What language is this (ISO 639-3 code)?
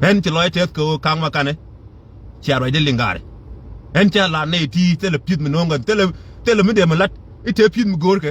nus